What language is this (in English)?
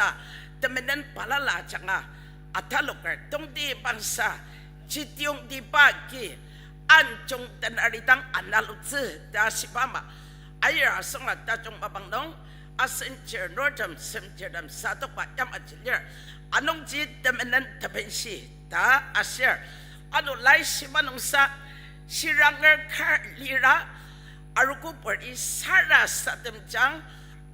Ao Naga